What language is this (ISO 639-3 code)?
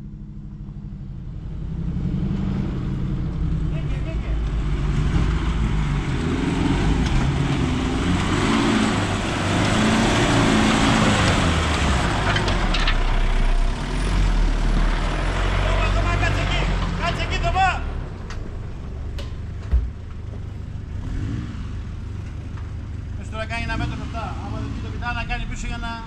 ell